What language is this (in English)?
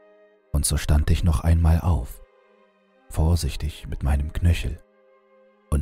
German